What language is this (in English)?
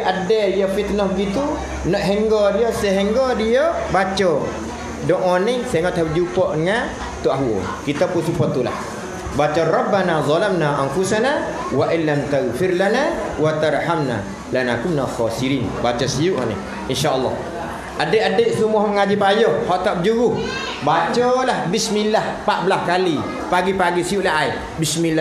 Malay